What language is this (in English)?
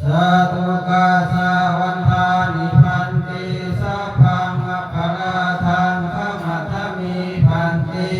Pali